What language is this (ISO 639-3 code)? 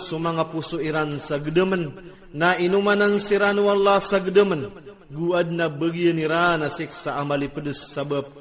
ilp